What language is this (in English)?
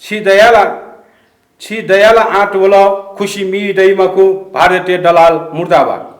Newari